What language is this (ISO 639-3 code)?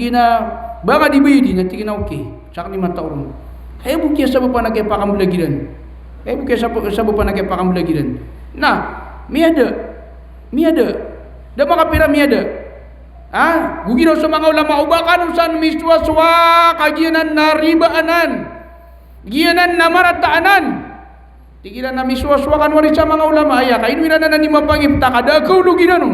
mrw